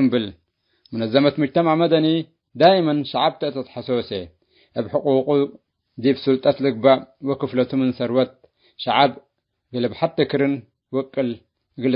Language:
Tigre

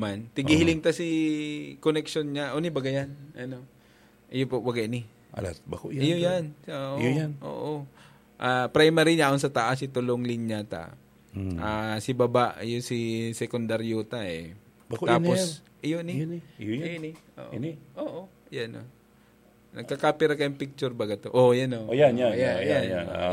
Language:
Bikol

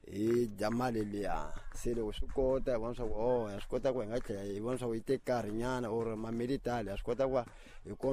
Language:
Tsonga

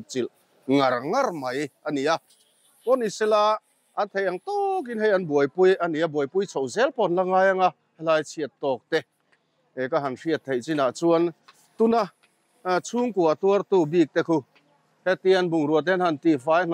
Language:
Mizo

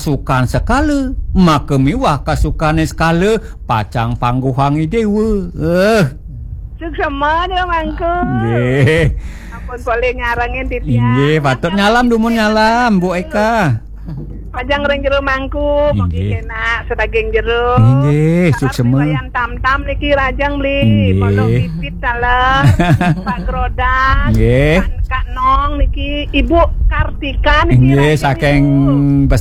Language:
Balinese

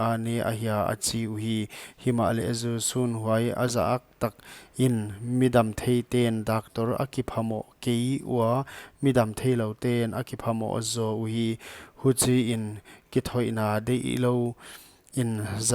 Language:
Paite Chin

